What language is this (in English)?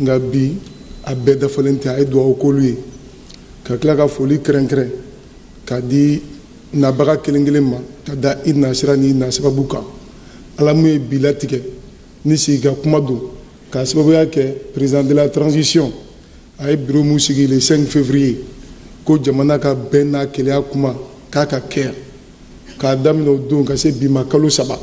Bambara